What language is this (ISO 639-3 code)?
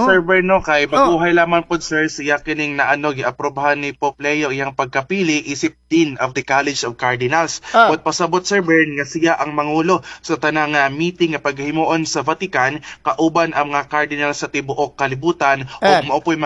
ceb